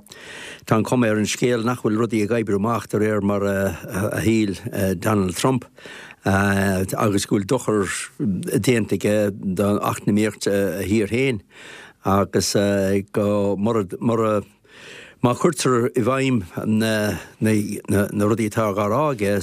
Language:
Irish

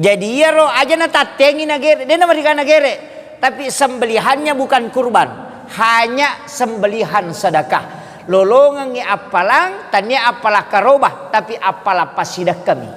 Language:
Buginese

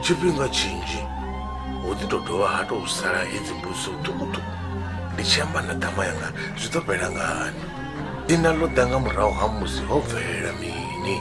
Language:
Venda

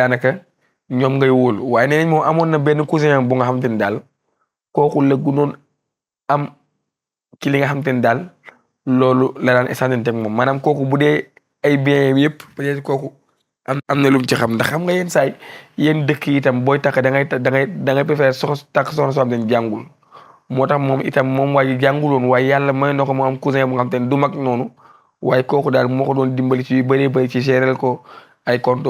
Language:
Wolof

